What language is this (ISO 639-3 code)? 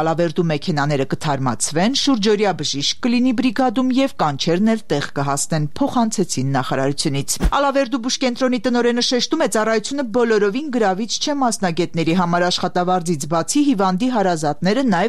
hye